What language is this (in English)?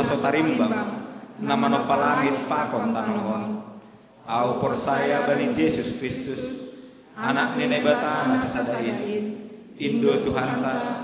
Batak Simalungun